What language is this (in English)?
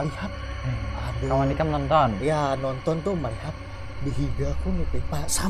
Banjar